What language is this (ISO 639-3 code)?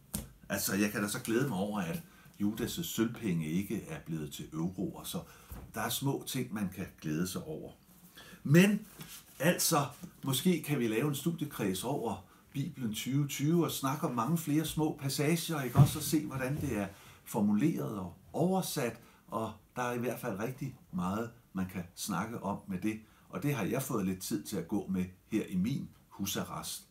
dan